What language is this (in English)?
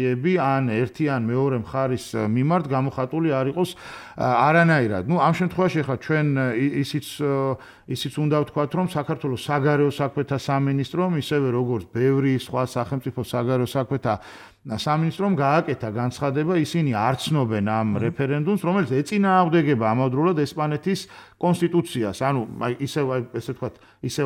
Georgian